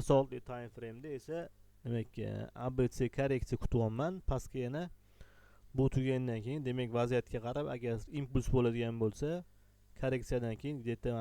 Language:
Uzbek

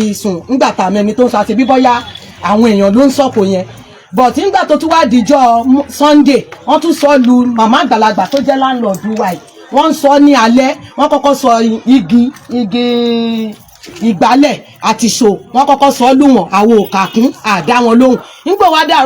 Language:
Yoruba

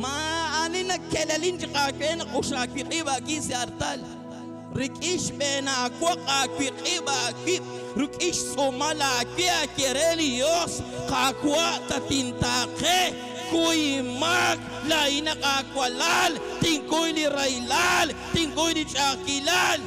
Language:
Kekchí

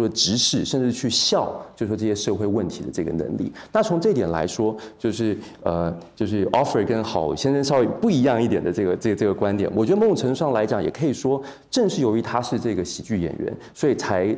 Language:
Chinese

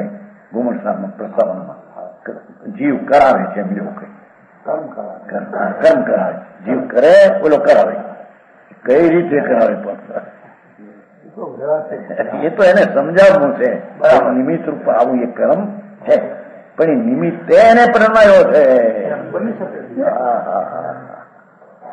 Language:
Gujarati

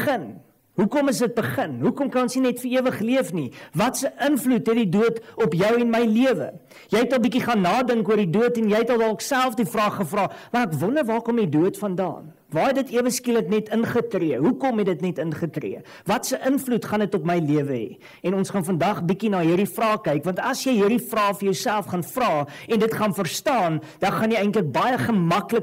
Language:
Afrikaans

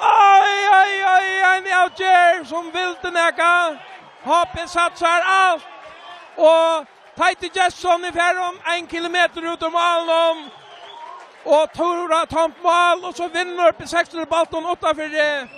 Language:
Faroese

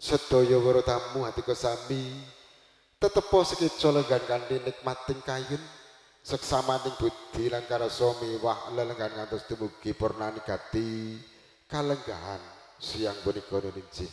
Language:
Javanese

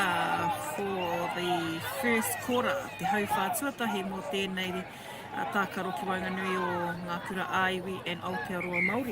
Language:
Māori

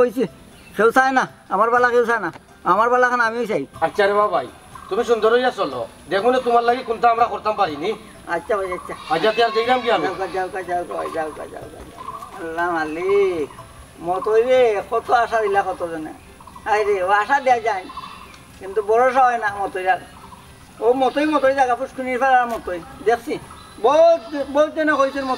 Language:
Sylheti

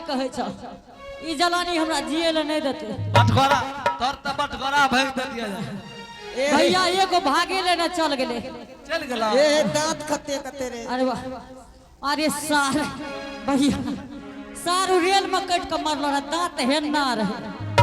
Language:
Angika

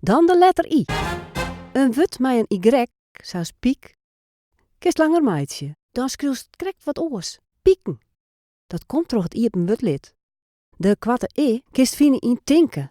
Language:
Western Frisian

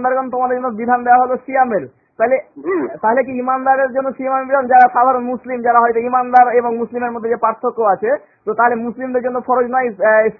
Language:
Bangla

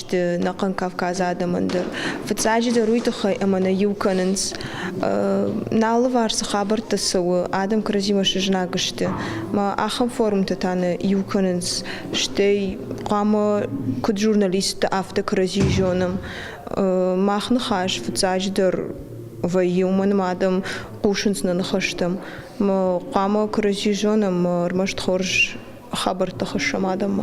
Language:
Ossetic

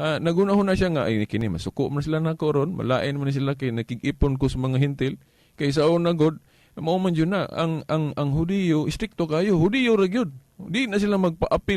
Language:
Cebuano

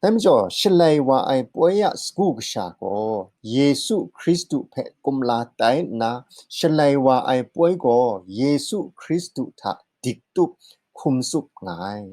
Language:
Kachin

